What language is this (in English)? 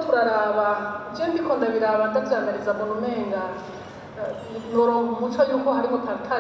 Rundi